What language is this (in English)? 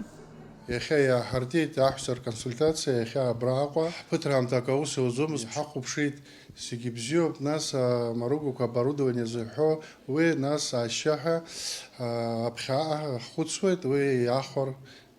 Abkhazian